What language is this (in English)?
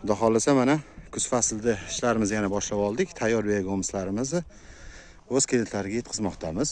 Uzbek